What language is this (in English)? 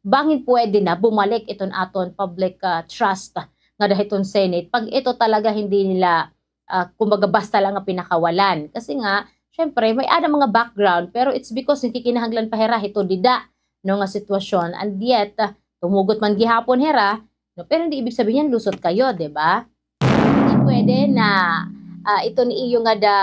Waray